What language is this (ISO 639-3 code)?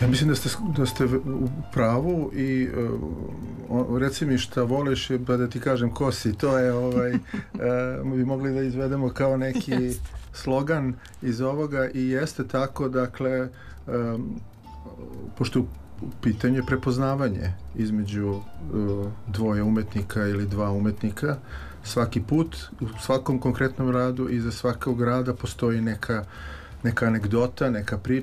srp